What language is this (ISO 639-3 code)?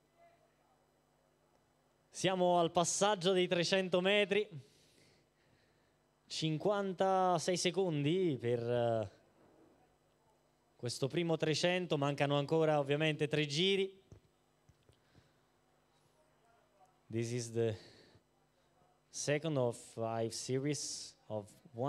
ita